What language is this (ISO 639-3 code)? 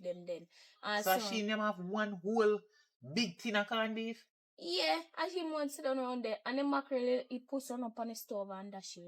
jam